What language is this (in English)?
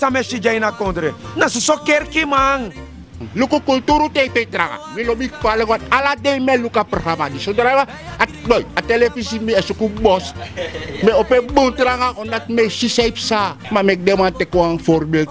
Dutch